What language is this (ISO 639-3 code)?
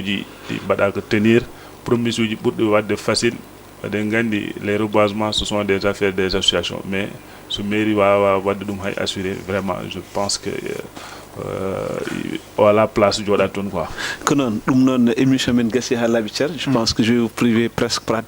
ful